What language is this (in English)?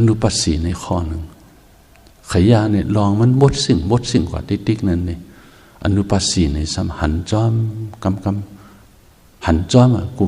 Shan